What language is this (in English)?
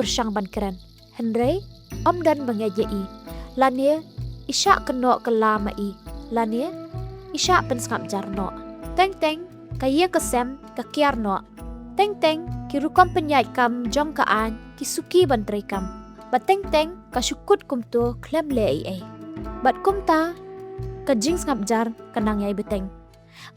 Khasi